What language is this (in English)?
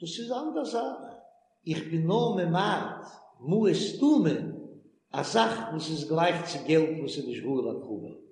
Yiddish